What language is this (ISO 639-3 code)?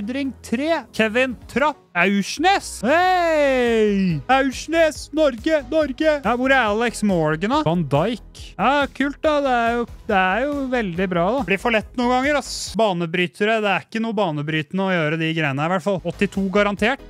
nor